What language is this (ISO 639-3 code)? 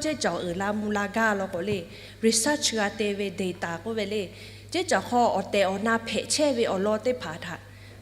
lhu